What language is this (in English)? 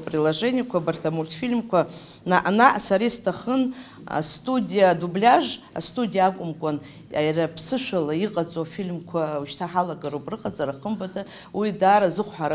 Abkhazian